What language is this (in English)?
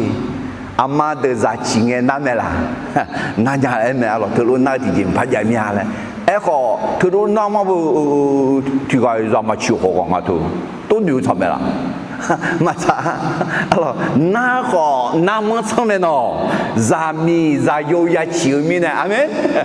Akha